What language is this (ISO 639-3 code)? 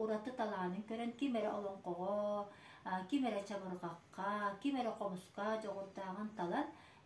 sah